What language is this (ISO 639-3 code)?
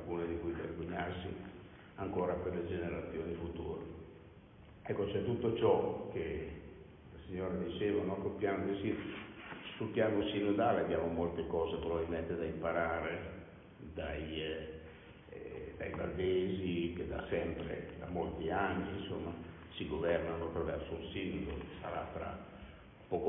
ita